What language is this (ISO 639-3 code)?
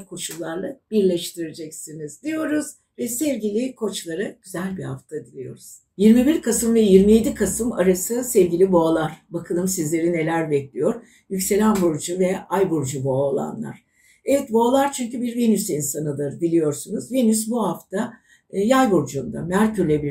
tur